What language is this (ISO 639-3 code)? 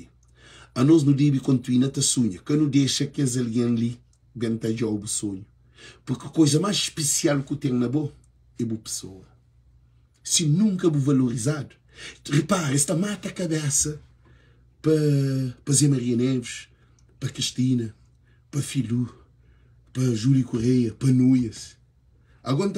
kea